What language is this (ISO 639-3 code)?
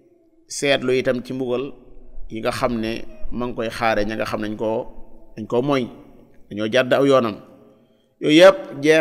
wol